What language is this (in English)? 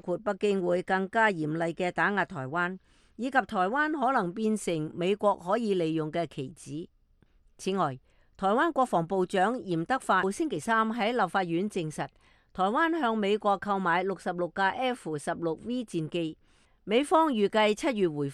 Cantonese